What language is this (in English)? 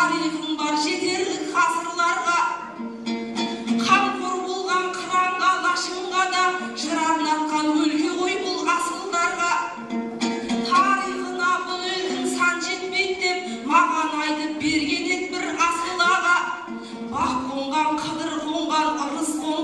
Kazakh